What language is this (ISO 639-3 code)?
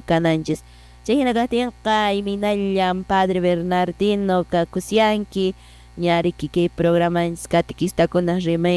que